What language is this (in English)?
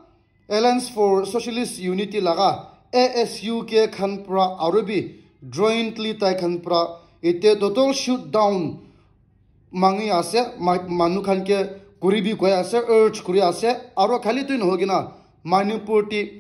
Naga Pidgin